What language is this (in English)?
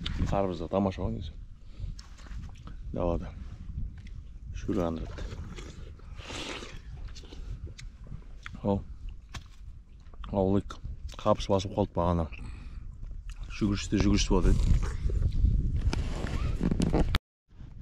Kazakh